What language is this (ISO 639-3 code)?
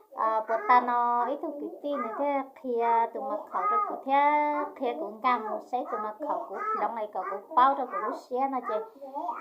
hmn